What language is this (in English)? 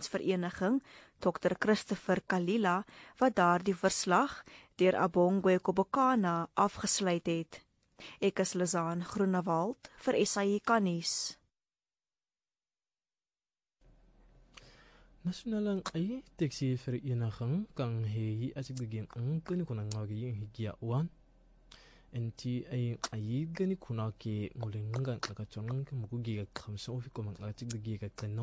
Afrikaans